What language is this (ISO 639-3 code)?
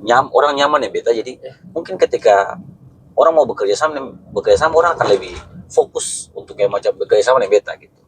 abs